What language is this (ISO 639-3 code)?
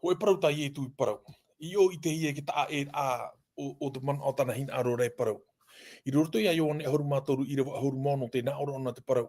tah